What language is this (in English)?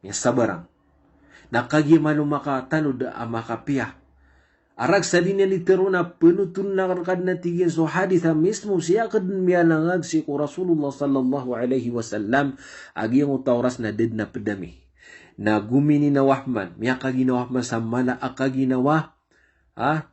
Maranao